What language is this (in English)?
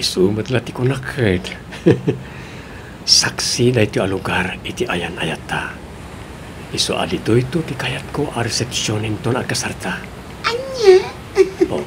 Iloko